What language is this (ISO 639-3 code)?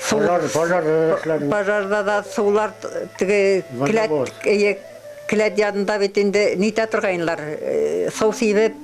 bak